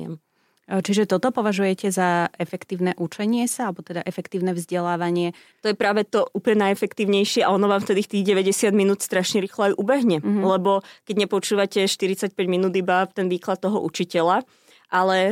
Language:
Slovak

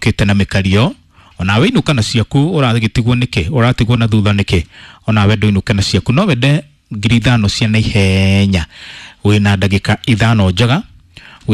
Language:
Kikuyu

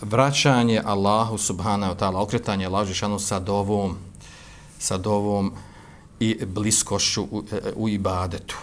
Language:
Bosnian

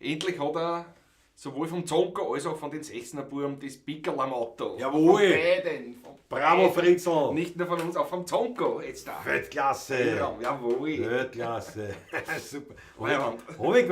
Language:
Bavarian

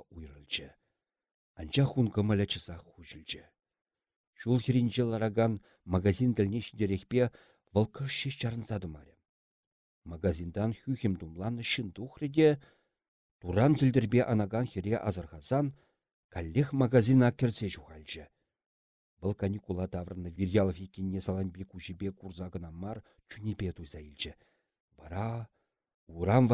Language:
Chuvash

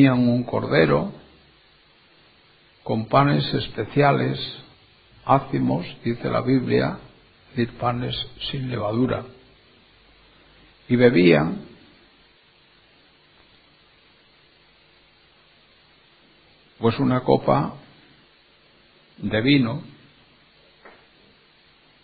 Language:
Spanish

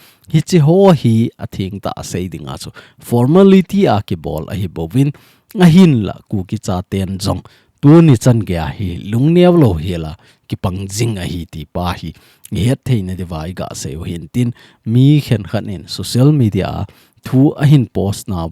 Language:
Thado Chin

